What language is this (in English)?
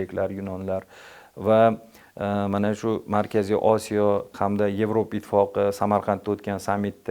Uzbek